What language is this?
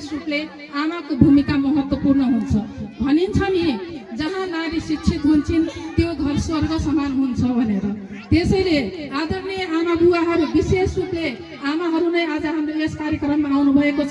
Nepali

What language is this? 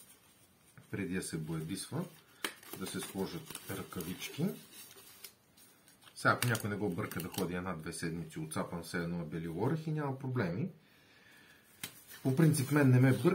Bulgarian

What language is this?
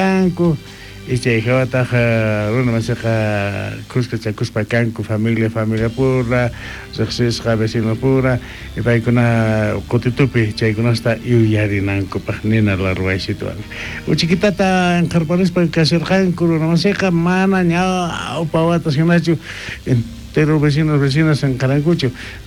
South Bolivian Quechua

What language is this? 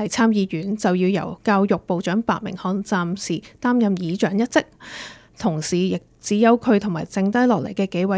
Cantonese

